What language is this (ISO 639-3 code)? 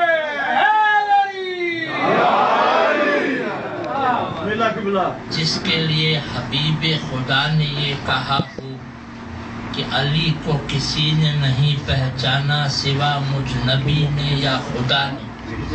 urd